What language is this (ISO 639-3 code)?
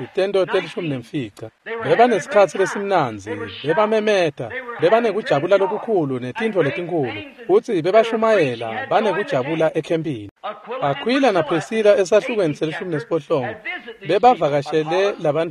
ssw